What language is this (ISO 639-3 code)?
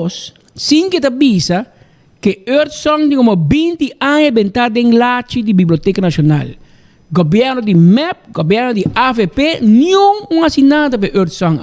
pap